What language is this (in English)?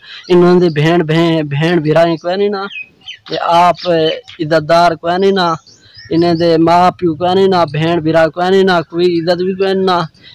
Saraiki